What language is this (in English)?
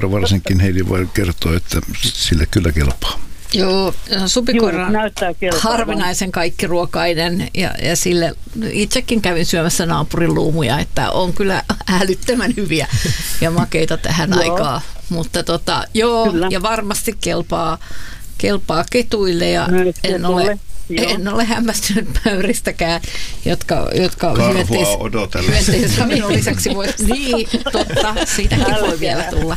Finnish